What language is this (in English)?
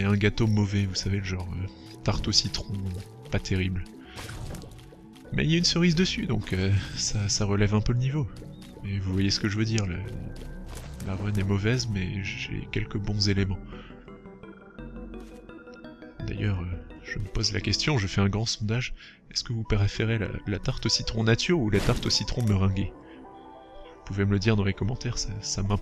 French